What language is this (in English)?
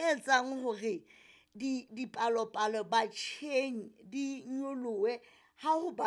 Southern Sotho